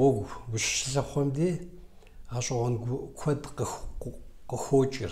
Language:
Kabardian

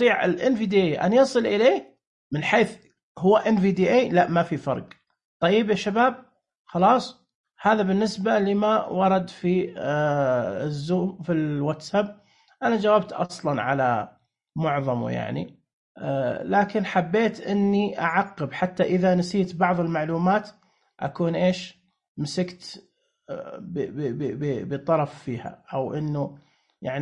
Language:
Najdi Arabic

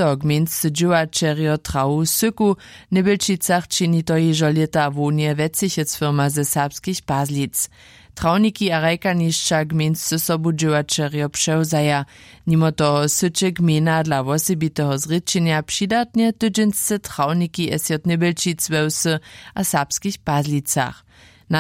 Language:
Upper Sorbian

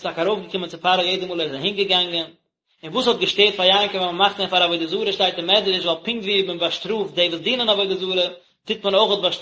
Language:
Yiddish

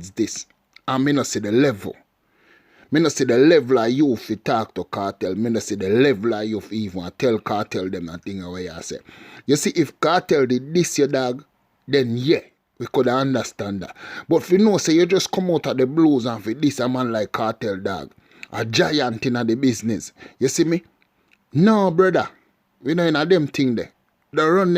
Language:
Jamaican Creole English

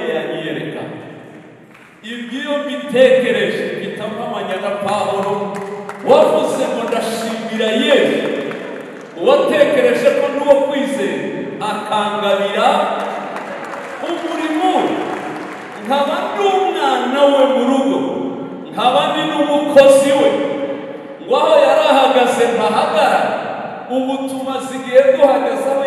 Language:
Kinyarwanda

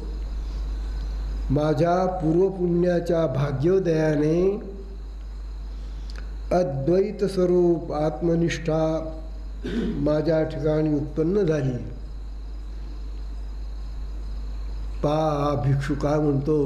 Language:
Marathi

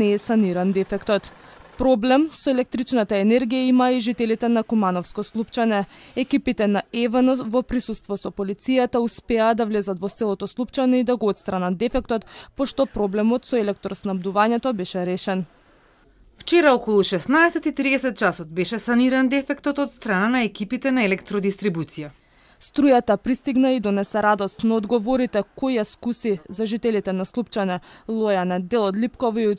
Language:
Macedonian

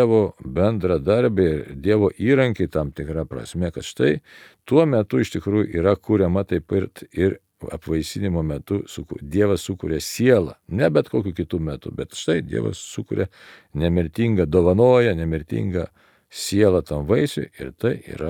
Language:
Lithuanian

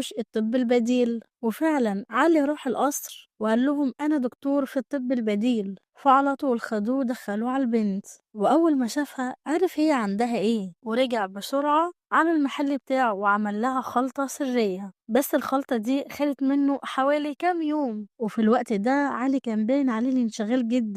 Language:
Egyptian Arabic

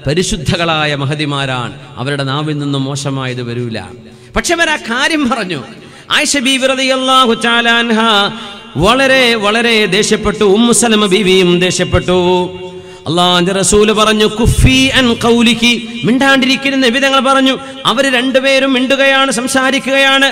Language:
Malayalam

